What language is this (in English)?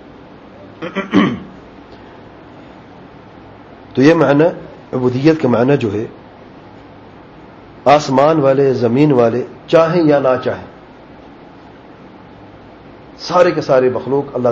Urdu